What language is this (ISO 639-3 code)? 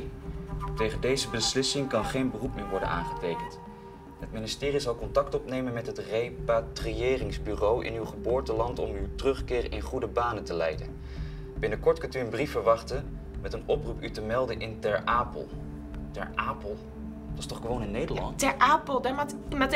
fry